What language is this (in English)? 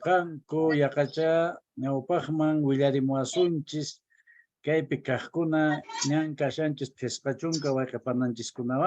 Quechua